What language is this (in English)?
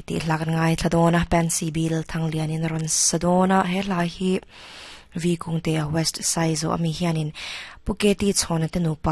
Mizo